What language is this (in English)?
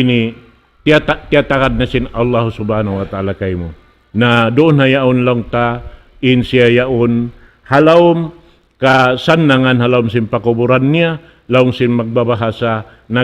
Tausug